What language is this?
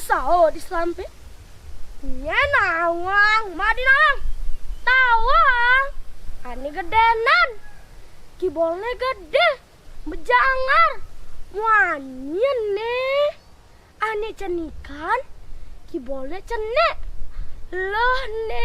Balinese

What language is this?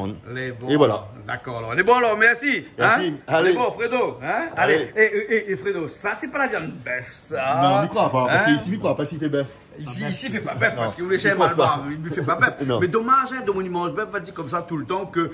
Réunion Creole French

